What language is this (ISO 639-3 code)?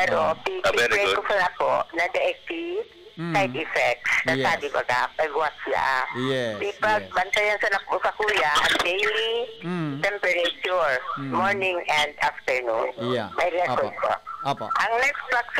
bik